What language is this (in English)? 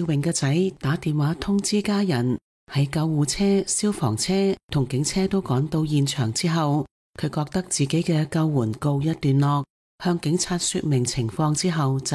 Cantonese